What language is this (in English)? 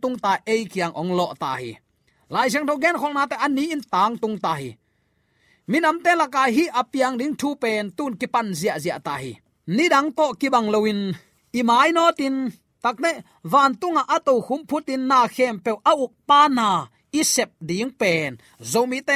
Tedim Chin